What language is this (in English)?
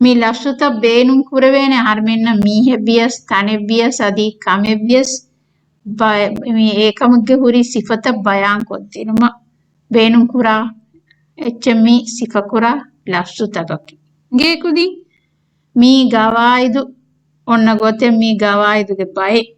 Divehi